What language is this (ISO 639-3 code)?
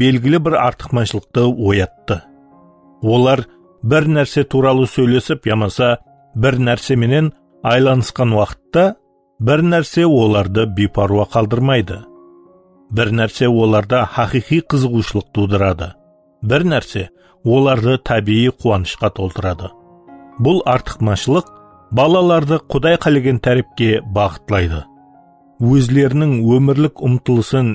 kaa